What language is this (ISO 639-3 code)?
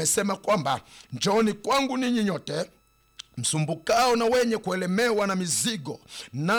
swa